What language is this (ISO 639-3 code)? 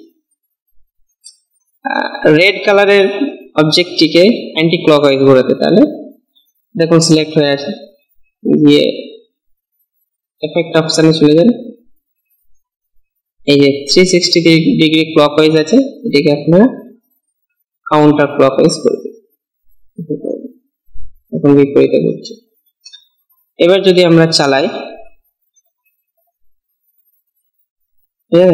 ben